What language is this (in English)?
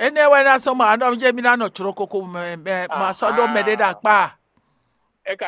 Fon